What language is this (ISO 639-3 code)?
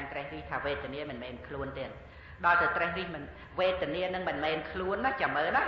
khm